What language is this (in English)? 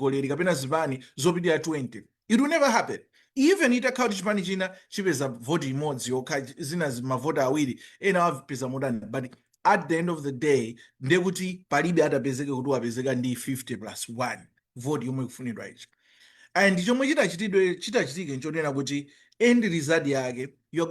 Nyanja